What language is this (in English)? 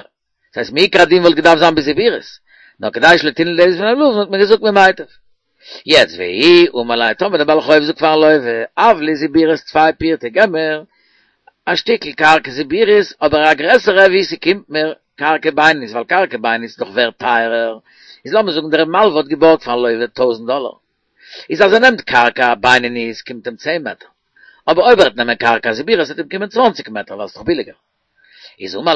Yiddish